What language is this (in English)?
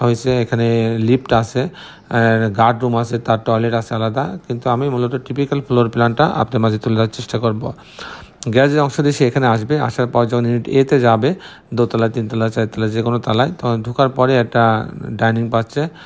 Bangla